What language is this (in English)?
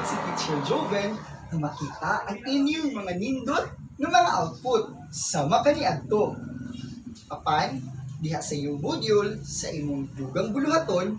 Cebuano